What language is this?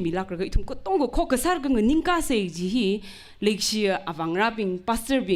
Tangkhul Naga (India)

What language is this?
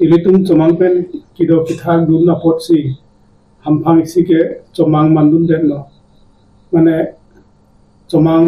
Karbi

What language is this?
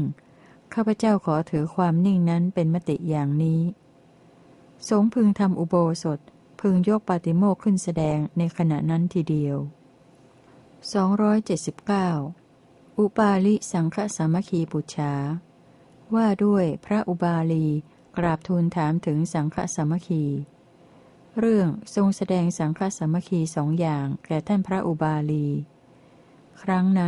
Thai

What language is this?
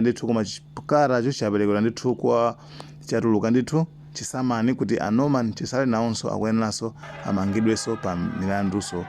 Nyanja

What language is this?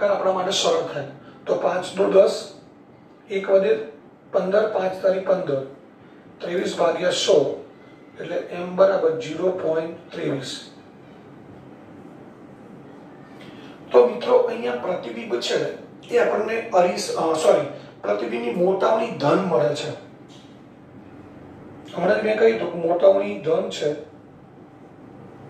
Gujarati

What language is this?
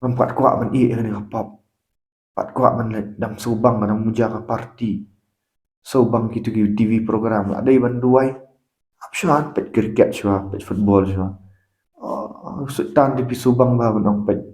Khasi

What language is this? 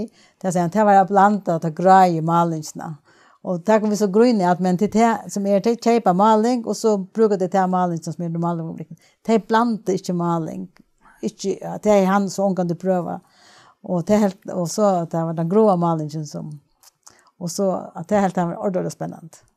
Faroese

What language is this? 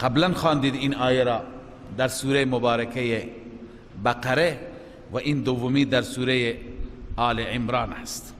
Persian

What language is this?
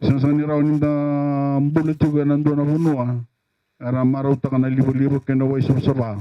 Fijian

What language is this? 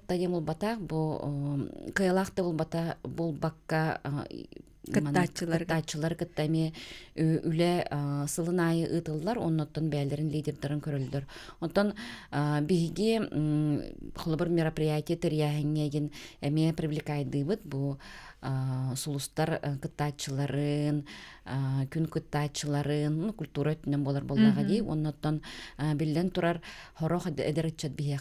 Yakut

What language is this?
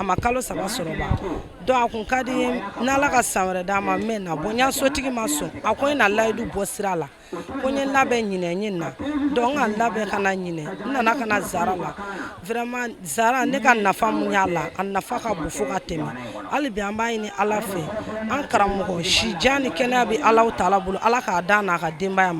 Bambara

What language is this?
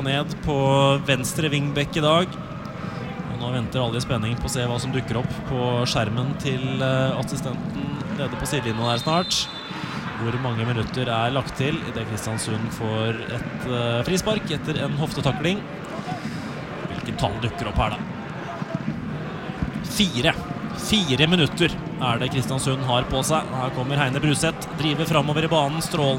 Norwegian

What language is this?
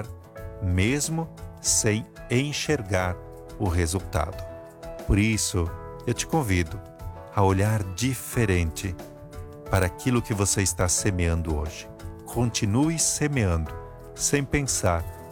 Portuguese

